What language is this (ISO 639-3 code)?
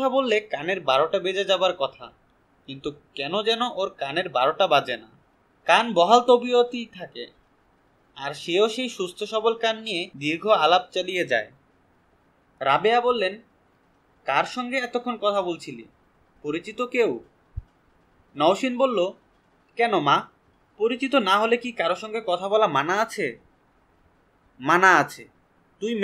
ben